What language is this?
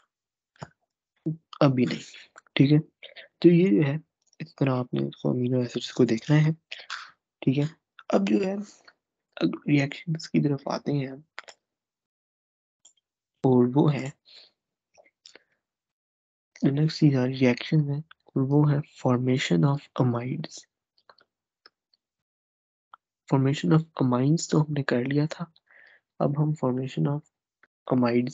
Hindi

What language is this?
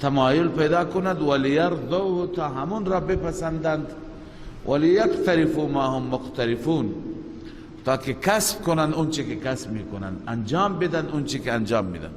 Persian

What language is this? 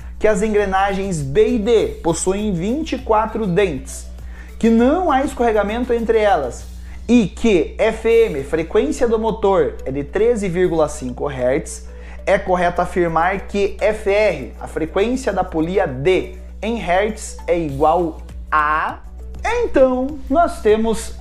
Portuguese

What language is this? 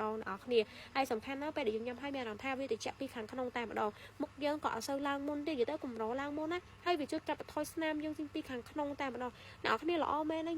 Khmer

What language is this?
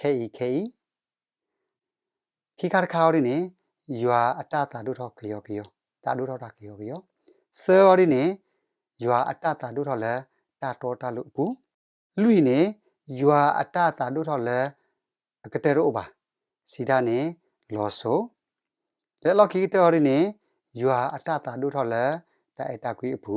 S'gaw Karen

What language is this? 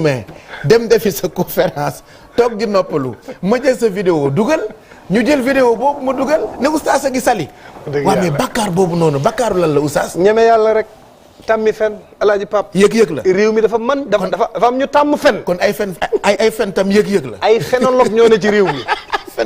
Wolof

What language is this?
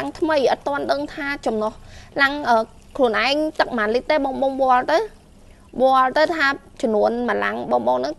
Khmer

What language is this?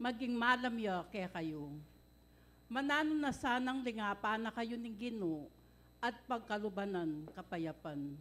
Pampanga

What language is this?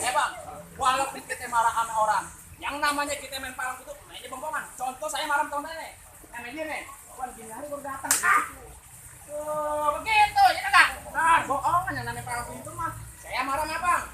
Betawi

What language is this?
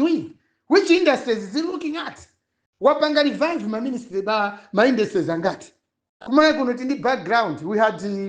Nyanja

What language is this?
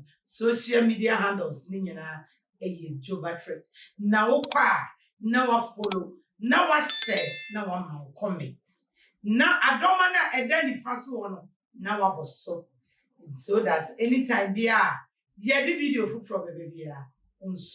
Akan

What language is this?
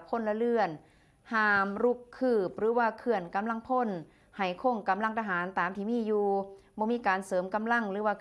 Northeastern Thai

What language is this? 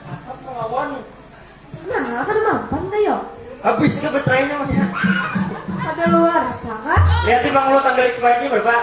Banjar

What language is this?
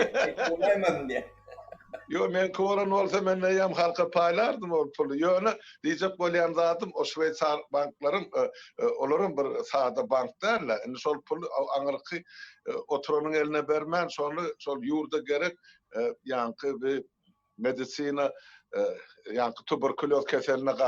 Turkmen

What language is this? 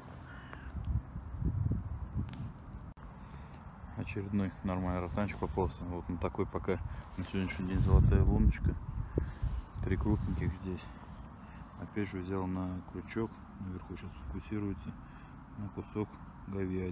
Russian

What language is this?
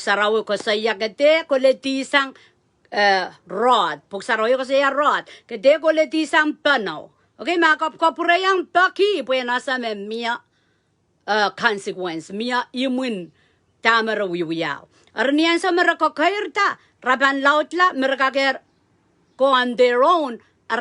Pohnpeian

